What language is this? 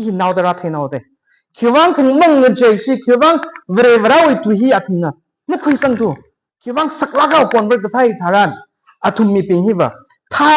Tangkhul Naga (India)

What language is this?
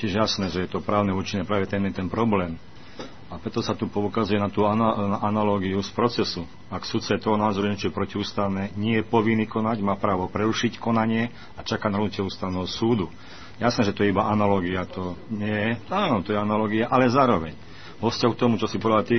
Slovak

